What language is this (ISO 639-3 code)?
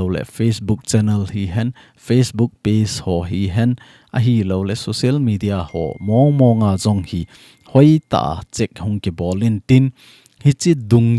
tcz